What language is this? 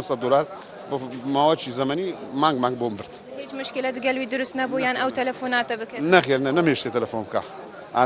Central Kurdish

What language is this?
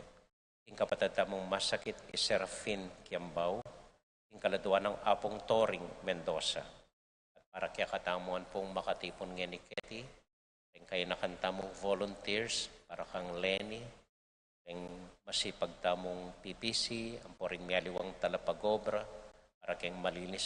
Pampanga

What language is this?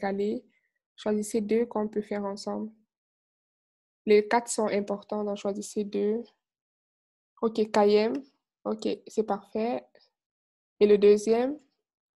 French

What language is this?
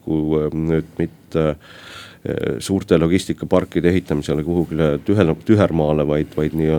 Estonian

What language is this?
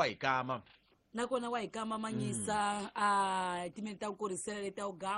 Tsonga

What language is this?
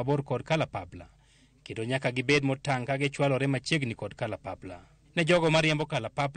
Luo (Kenya and Tanzania)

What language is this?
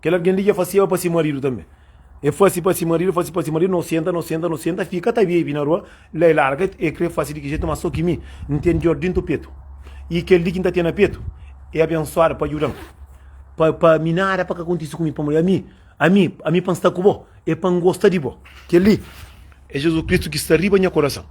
Kabuverdianu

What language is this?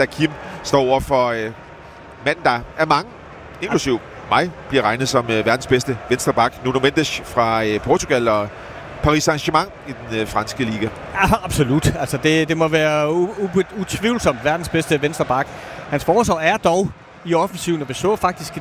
Danish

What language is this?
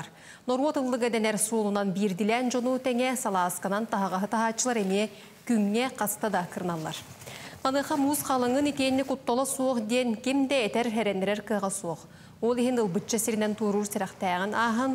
Yakut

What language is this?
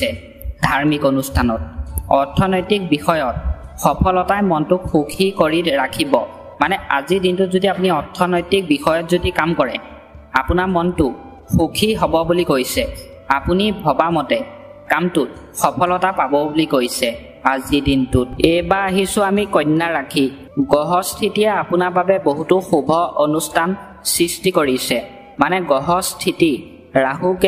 Assamese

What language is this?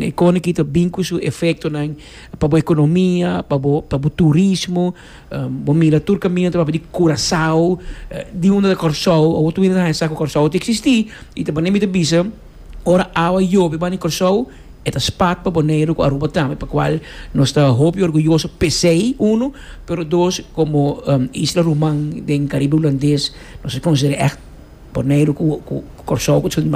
Papiamento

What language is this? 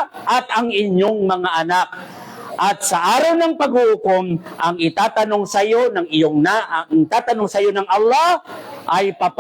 Maranao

